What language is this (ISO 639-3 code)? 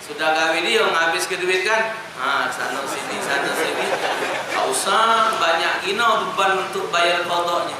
mui